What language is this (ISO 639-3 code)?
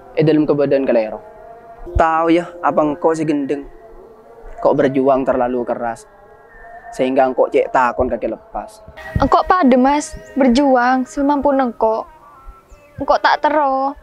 mad